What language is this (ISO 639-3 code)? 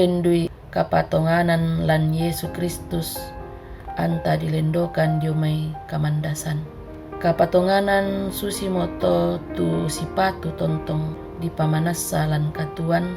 sda